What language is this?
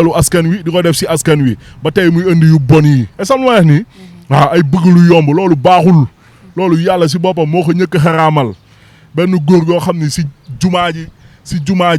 Wolof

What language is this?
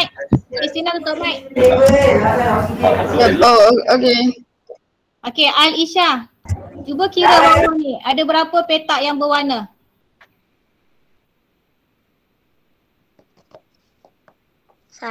Malay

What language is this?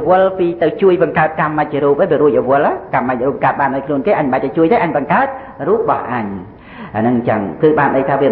Khmer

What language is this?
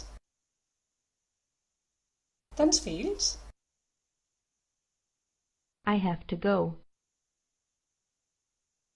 Catalan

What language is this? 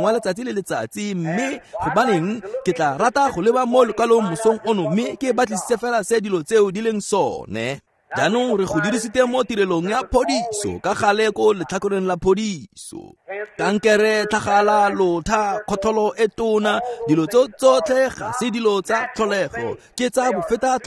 Tswana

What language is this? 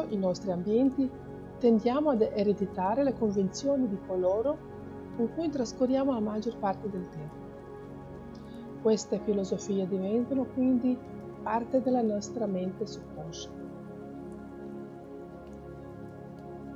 Italian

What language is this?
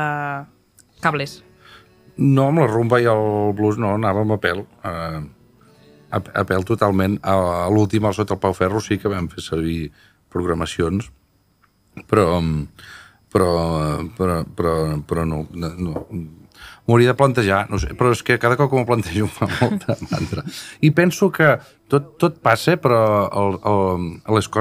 Catalan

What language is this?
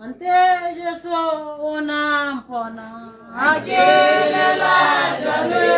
Tswana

